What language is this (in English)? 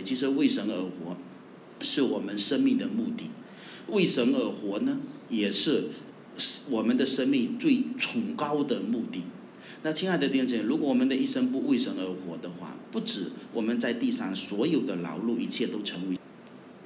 Chinese